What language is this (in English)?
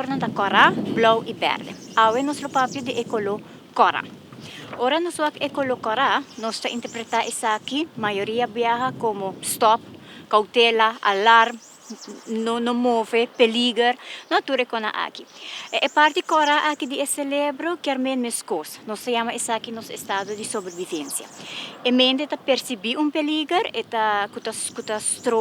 Papiamento